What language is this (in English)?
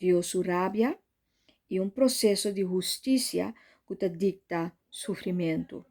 Papiamento